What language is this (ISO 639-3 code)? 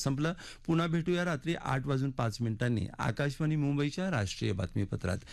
mar